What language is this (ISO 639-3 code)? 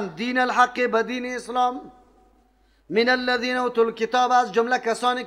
fas